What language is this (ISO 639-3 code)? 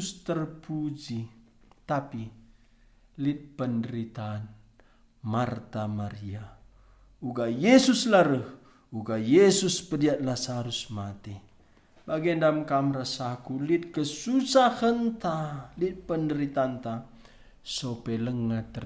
btx